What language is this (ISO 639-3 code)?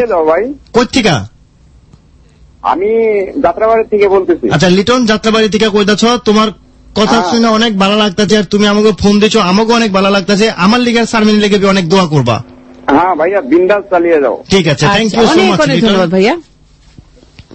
ben